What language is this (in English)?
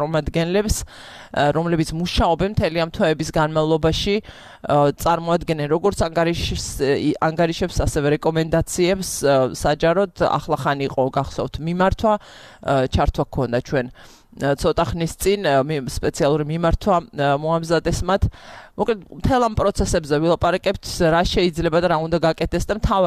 Georgian